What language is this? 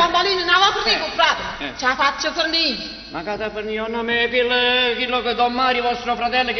Neapolitan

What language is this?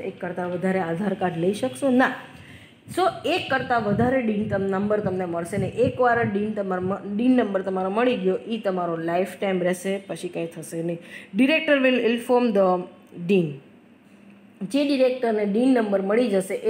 Gujarati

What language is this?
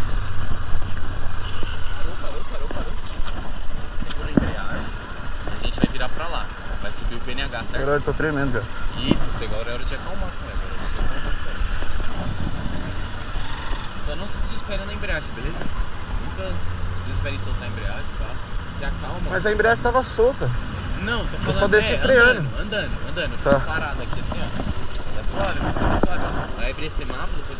Portuguese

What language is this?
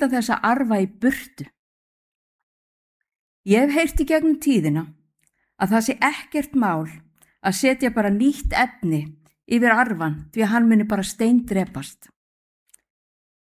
Icelandic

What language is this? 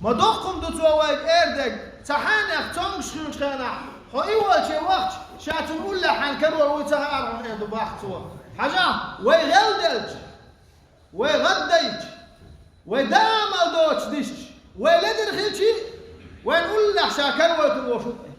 Chechen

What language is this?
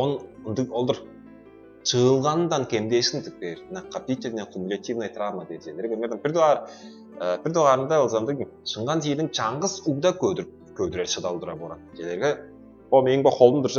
Tuvinian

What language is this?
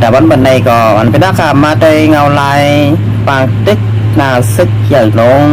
Shan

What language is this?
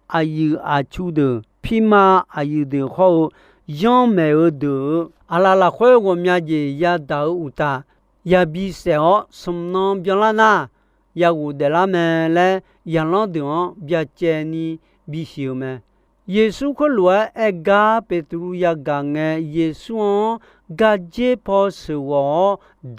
Akha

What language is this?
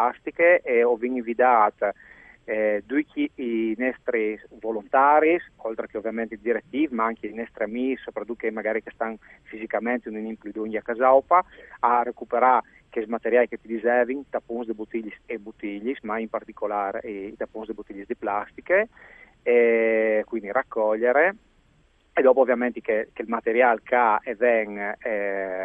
Friulian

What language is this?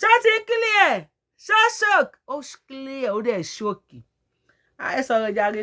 Yoruba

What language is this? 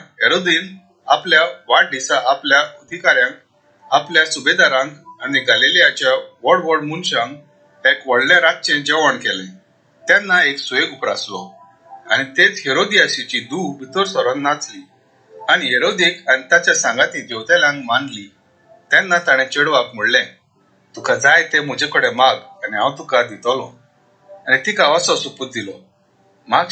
Konkani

